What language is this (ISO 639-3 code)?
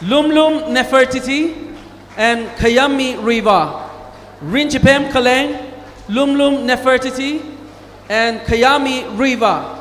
nmf